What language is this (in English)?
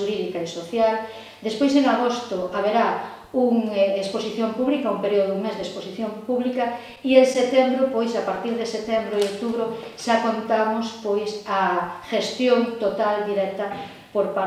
Galician